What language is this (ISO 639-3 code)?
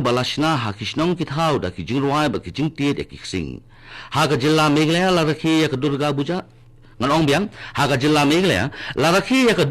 kha